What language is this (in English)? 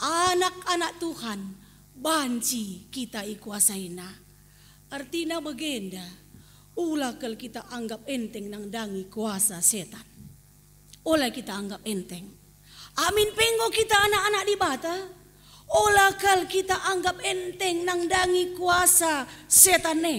Batak Karo